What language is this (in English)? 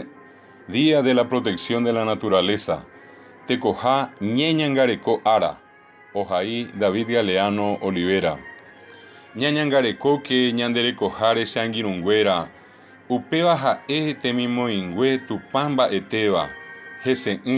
Guarani